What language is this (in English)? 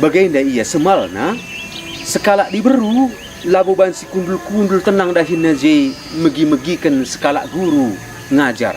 Batak Karo